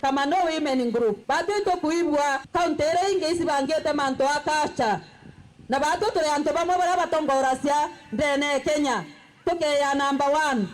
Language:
Meru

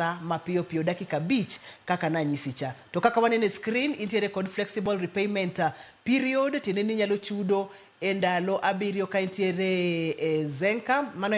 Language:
Luo (Kenya and Tanzania)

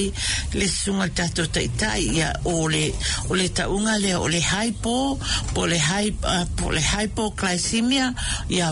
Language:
Samoan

